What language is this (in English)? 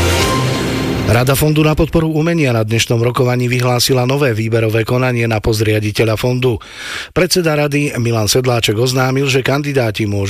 Slovak